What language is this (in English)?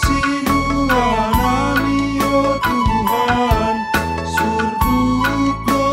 Batak Simalungun